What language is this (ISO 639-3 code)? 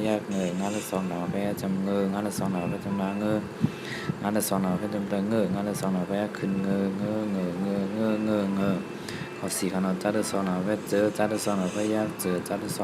shn